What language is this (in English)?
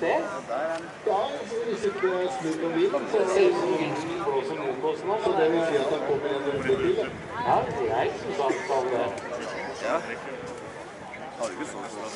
Norwegian